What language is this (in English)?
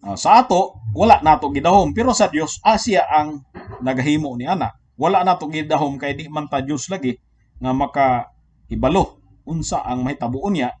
Cebuano